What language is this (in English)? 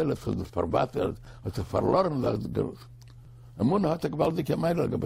Yiddish